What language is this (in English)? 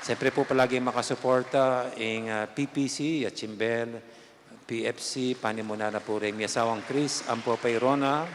Pampanga